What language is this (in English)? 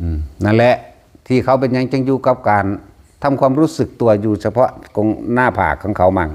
Northeastern Thai